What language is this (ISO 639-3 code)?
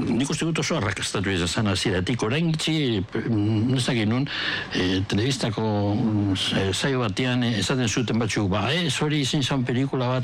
eus